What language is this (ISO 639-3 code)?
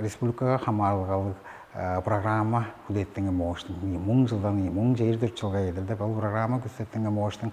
tyv